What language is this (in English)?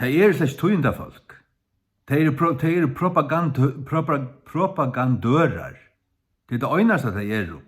Faroese